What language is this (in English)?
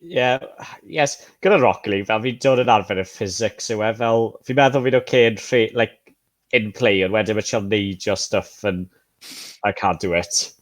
Welsh